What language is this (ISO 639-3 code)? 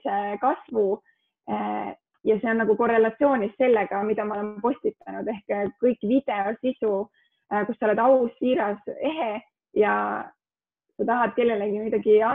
est